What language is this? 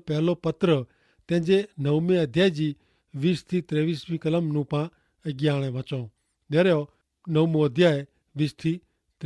Kachhi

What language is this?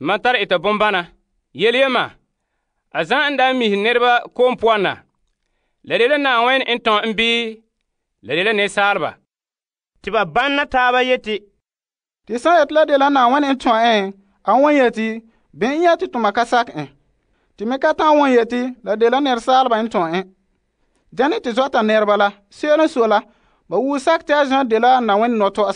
Frafra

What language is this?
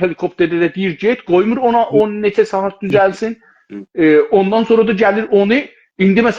South Azerbaijani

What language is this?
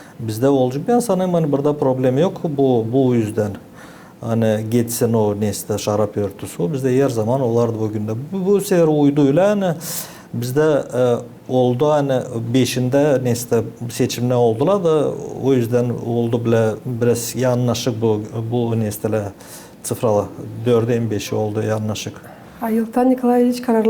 Gagauz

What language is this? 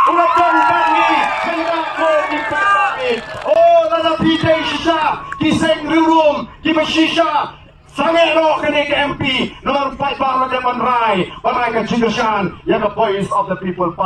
Khasi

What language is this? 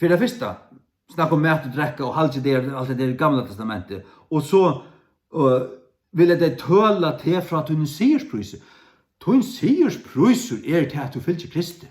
Faroese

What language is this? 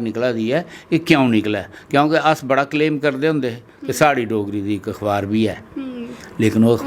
Dogri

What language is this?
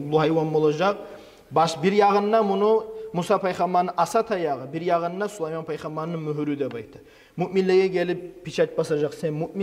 Kumyk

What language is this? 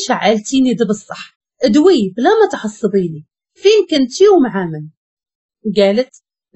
Moroccan Arabic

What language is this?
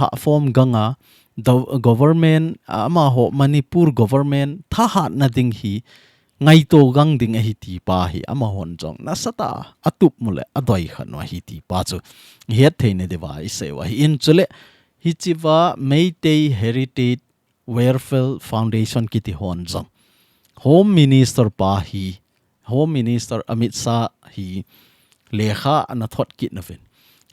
Thado Chin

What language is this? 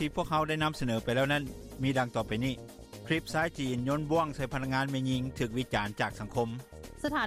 Lao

